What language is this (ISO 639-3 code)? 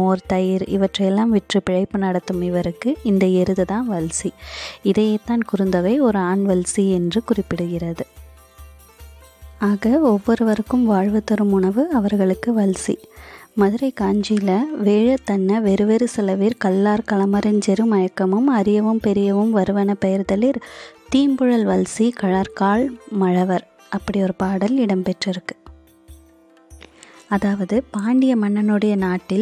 tam